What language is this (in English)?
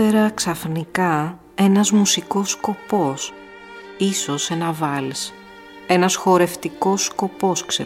Greek